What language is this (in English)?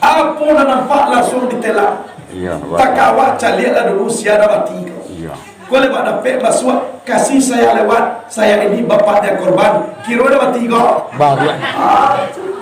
Minangkabau